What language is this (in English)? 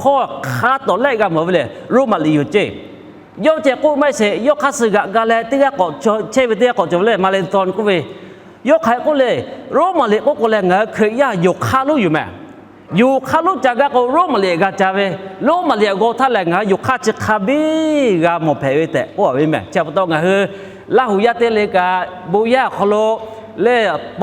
Lahu